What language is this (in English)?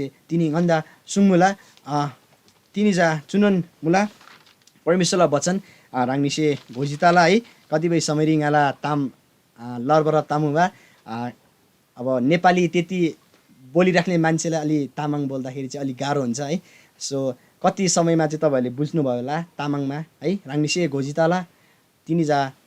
Eastern Tamang